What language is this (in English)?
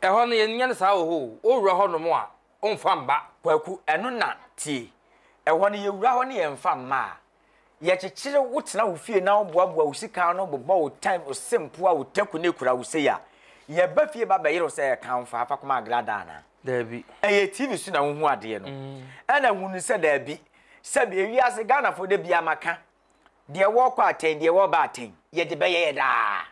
Akan